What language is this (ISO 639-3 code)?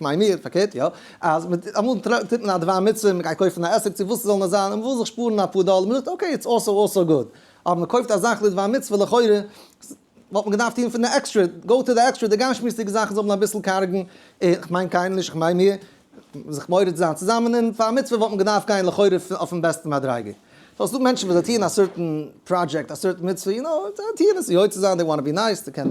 yid